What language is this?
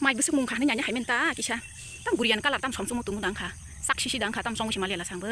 Kok Borok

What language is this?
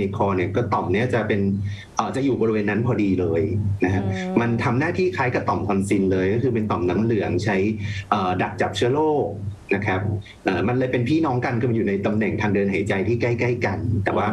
Thai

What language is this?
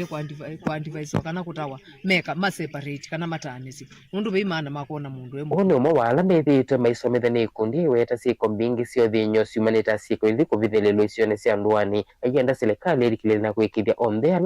Kamba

